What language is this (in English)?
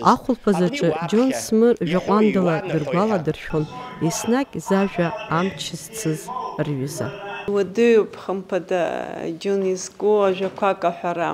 Abkhazian